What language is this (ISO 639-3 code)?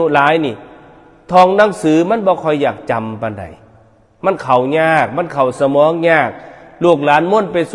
tts